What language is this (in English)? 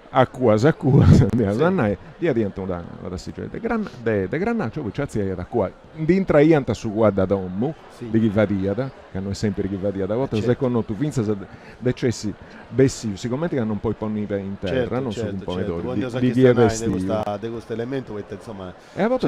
Sardinian